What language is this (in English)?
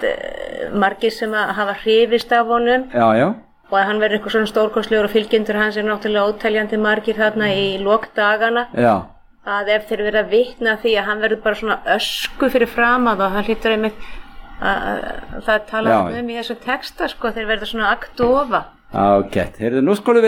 Icelandic